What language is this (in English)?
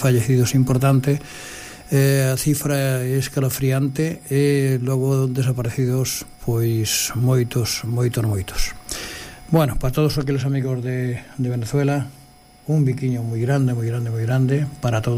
Galician